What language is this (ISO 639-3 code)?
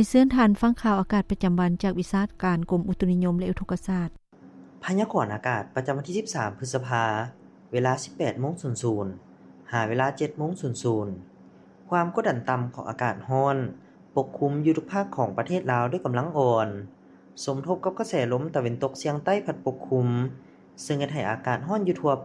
lao